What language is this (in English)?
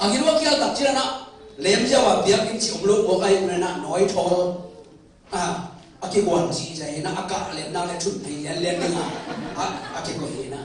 Tedim Chin